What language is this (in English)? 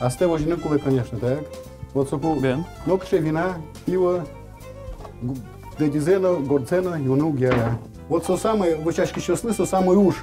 Udmurt